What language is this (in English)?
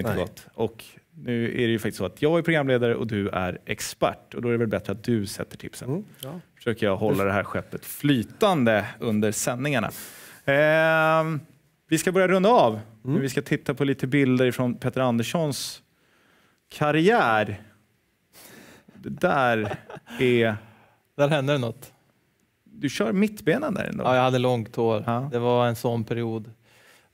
Swedish